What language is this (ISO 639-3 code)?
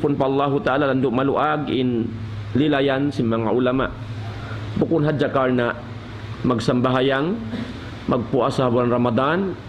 tsg